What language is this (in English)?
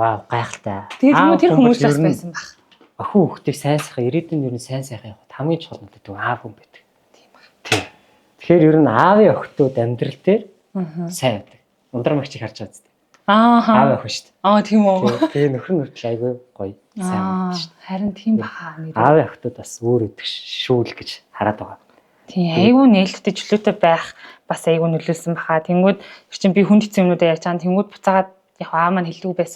Mongolian